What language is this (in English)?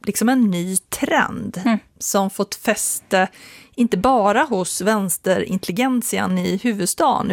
Swedish